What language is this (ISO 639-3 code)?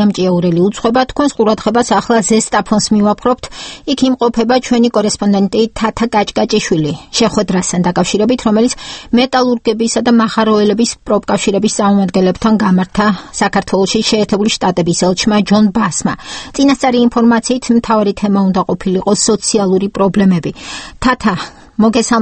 kat